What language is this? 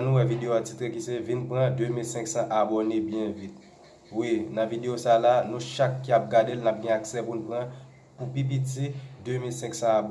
Haitian Creole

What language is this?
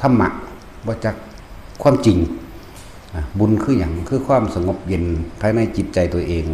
Northeastern Thai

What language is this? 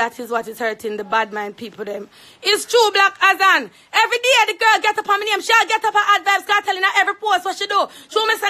Jamaican Creole English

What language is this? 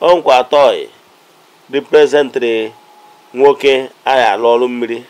Igbo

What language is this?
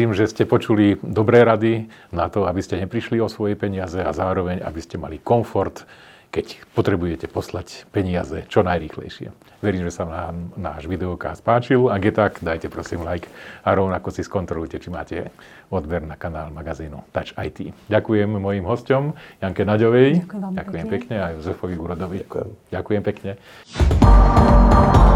Slovak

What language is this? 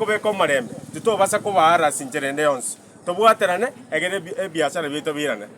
Gusii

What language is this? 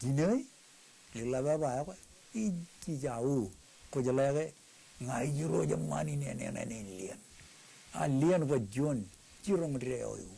Marshallese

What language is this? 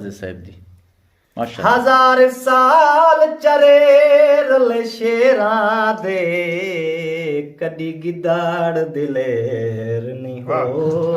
Eastern Balochi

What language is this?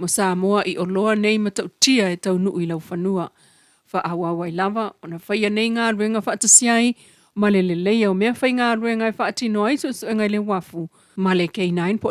Samoan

